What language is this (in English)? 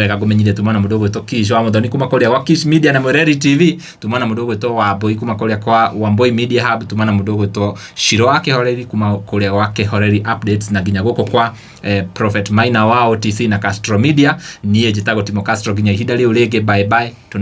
Kikuyu